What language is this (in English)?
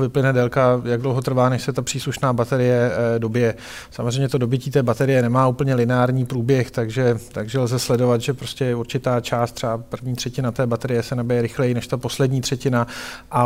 Czech